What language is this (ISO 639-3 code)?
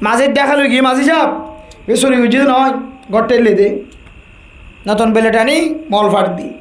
rhg